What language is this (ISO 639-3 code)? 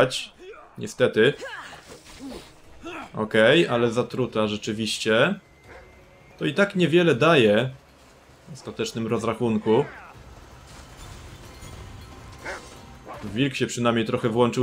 pol